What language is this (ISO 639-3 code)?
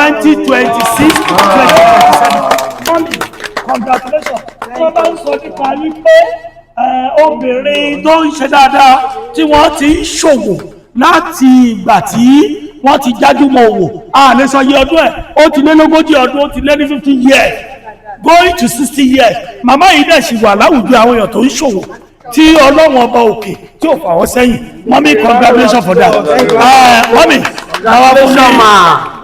yor